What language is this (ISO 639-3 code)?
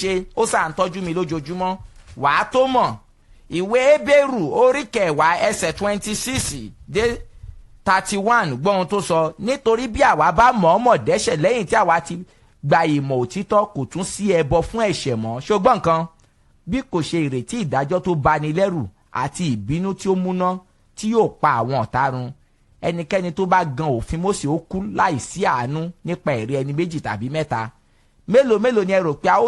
yor